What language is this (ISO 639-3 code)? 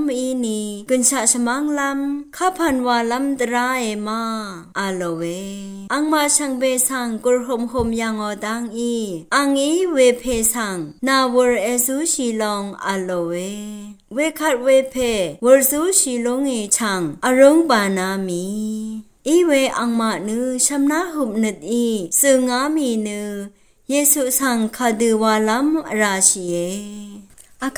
raw